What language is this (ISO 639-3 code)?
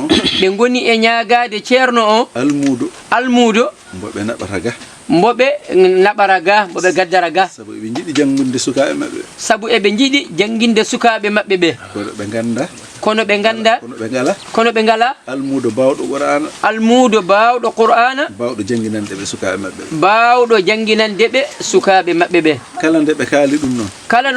ful